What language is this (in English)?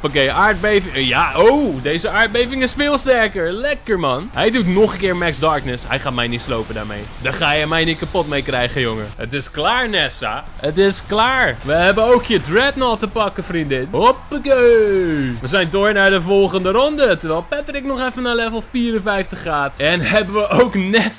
Dutch